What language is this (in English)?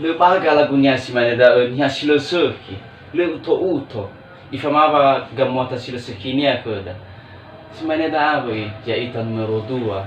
Nias